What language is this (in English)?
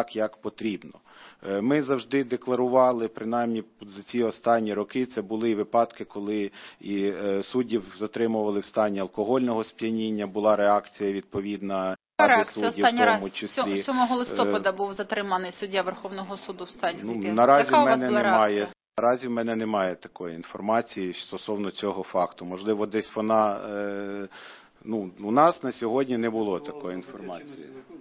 Ukrainian